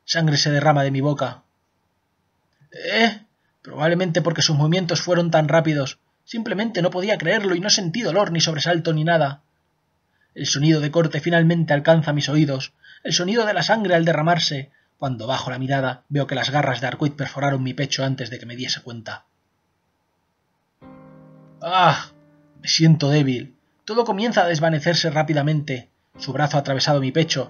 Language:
Spanish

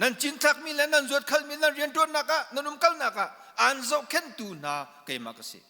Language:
Hakha Chin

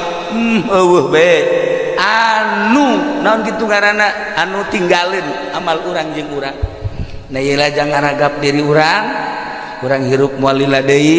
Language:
Sundanese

